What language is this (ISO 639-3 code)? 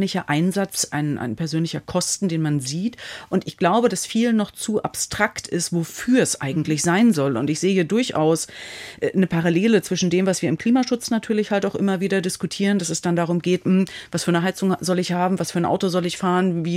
deu